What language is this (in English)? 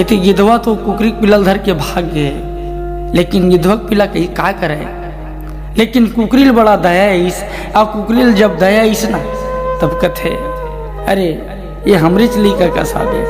Chhattisgarhi